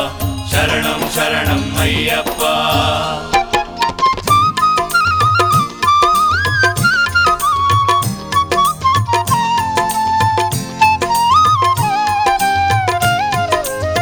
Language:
Kannada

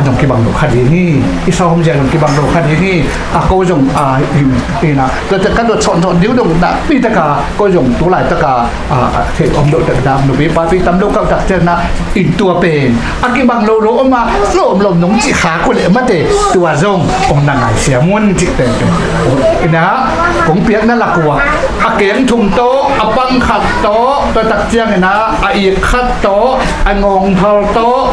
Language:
Tedim Chin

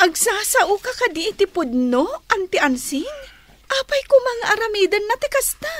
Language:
Iloko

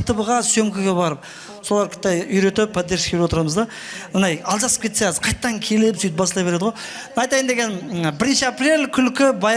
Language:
Kara-Kalpak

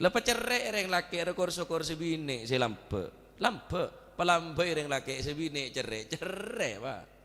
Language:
Madurese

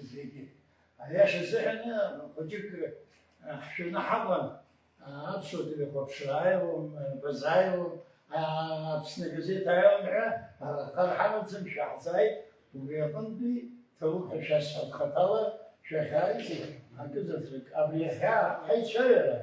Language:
Abkhazian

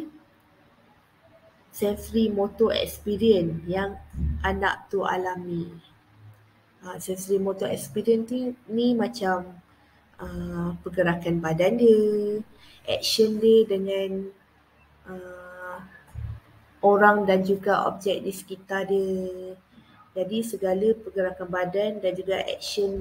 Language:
Malay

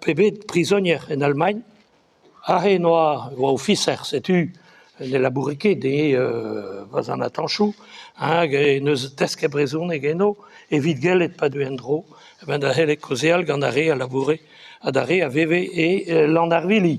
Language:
Breton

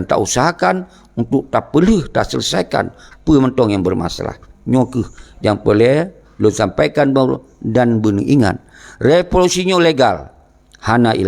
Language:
Achinese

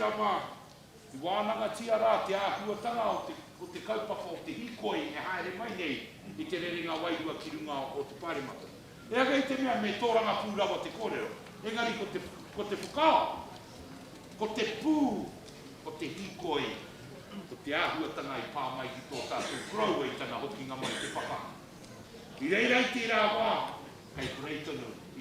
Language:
Māori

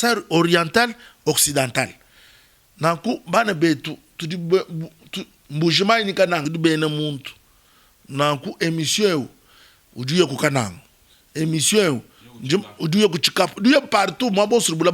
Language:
Luba-Lulua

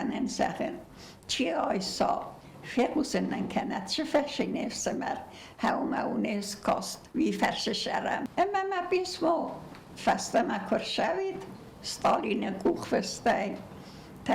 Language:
Ossetic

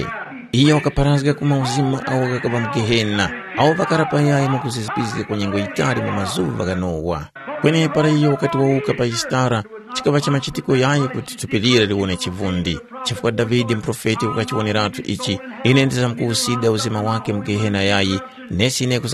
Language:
Tumbuka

